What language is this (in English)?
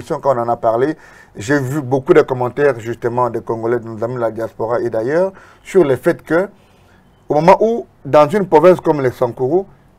French